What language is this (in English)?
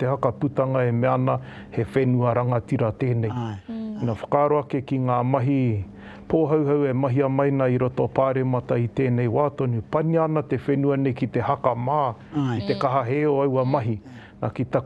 Māori